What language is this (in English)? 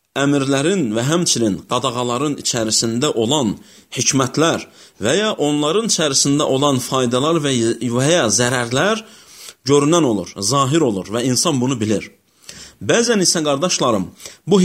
Azerbaijani